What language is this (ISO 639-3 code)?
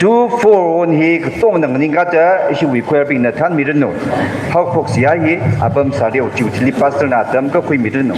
nmf